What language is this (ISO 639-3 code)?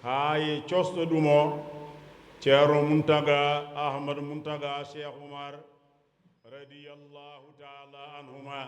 ful